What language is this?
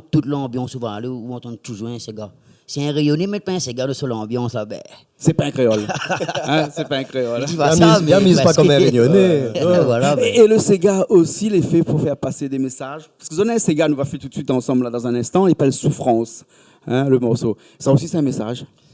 Réunion Creole French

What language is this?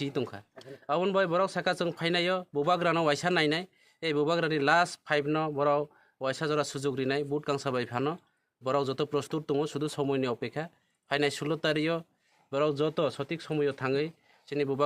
Kok Borok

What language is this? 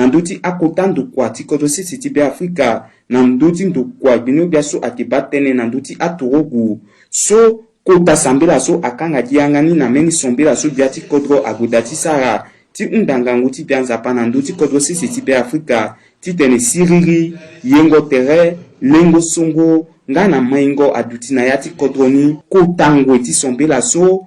Sango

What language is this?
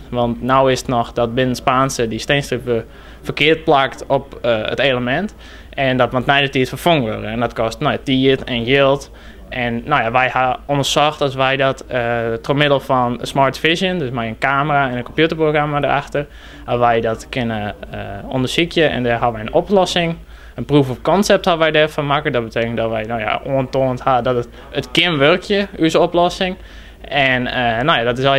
Western Frisian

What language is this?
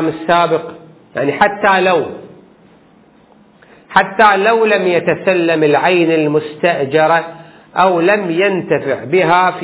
Arabic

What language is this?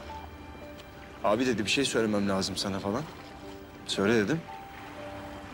Turkish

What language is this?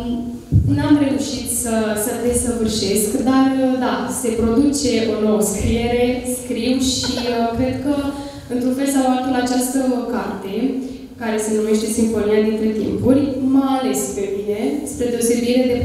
Romanian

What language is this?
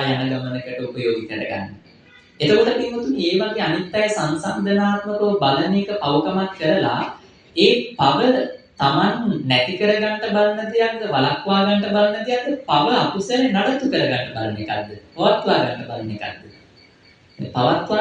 Sinhala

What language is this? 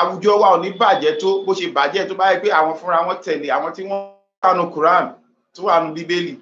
Yoruba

